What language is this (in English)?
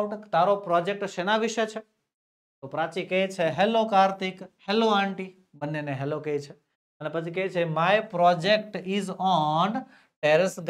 Gujarati